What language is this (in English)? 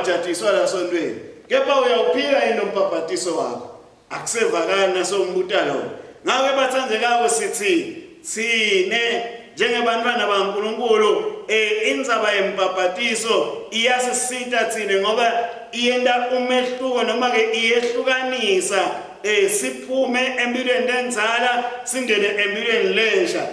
Swati